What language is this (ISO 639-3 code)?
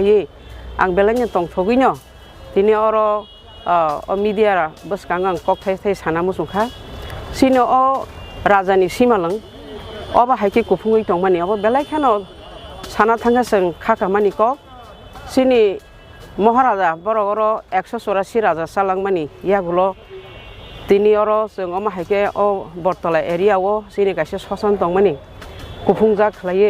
trp